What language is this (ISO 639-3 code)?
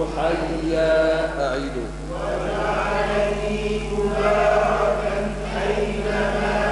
ara